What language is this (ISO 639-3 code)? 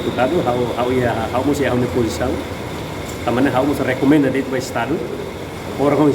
tet